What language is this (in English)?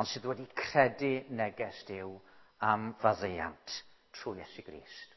Welsh